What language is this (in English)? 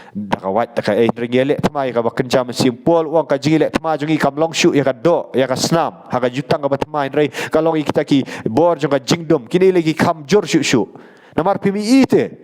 Khasi